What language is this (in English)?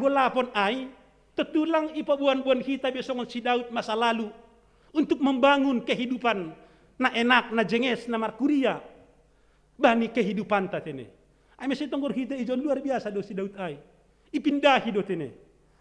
Batak Simalungun